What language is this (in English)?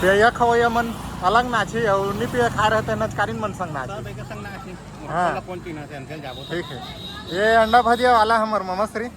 Chhattisgarhi